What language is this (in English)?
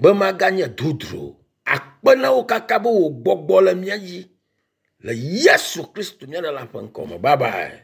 Ewe